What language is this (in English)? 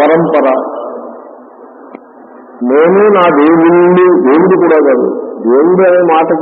Telugu